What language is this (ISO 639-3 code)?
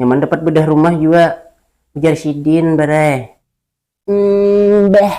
bjn